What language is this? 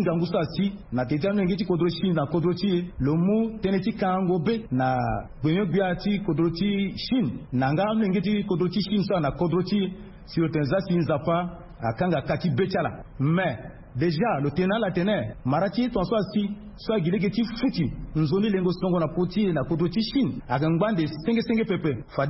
Sango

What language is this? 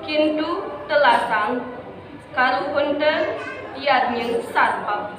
Kawi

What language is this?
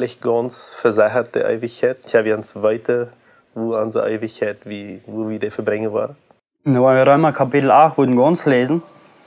Plautdietsch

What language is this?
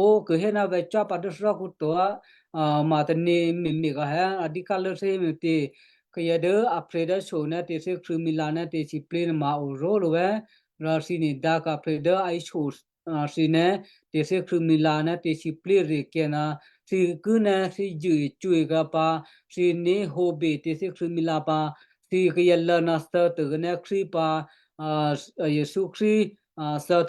Western Kayah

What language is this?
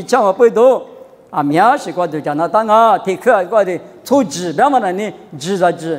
Lisu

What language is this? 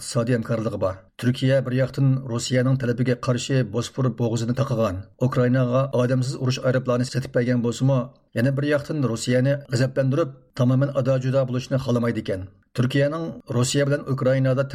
Uyghur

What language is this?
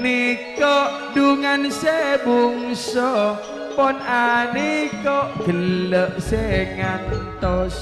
Madurese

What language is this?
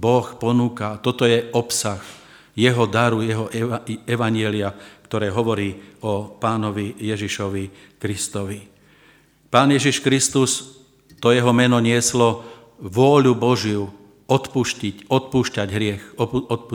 Slovak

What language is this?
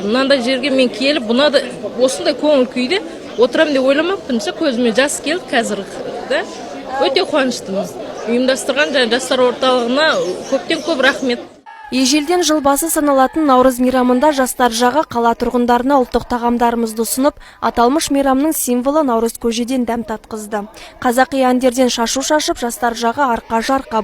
Kazakh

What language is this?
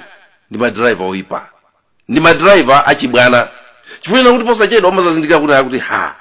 Nyanja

